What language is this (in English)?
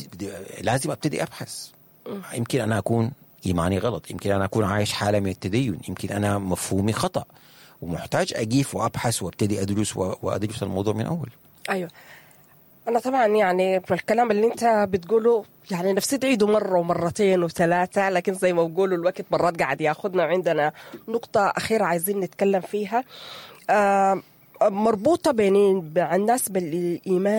Sudanese Arabic